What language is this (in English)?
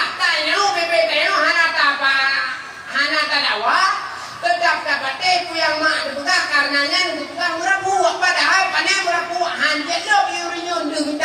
Achinese